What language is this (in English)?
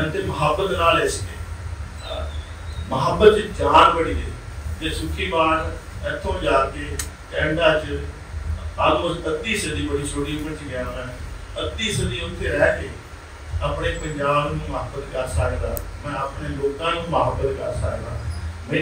Punjabi